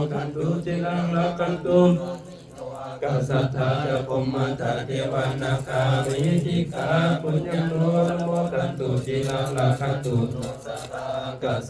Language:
Pali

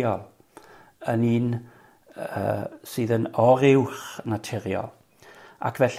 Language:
Welsh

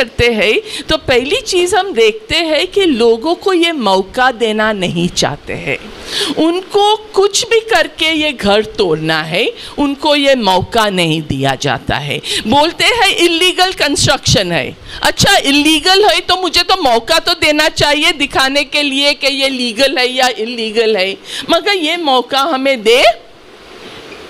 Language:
Hindi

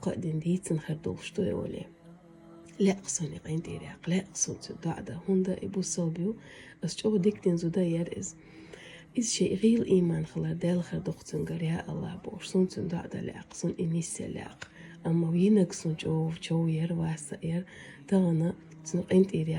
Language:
Chechen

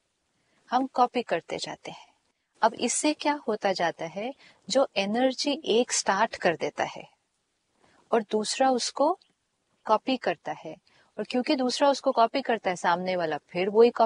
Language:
Hindi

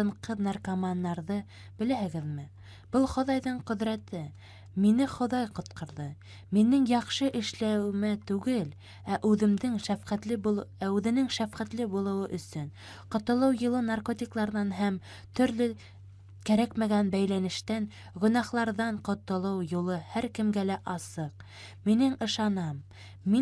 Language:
Bashkir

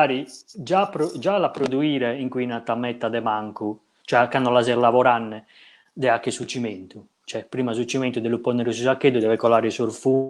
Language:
Sardinian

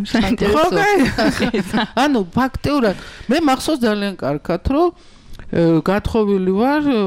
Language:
Georgian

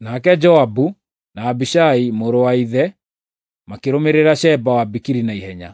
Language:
Kikuyu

